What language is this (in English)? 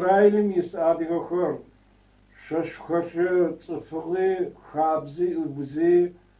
Adyghe